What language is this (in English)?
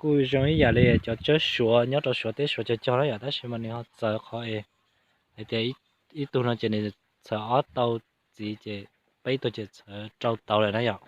Hmong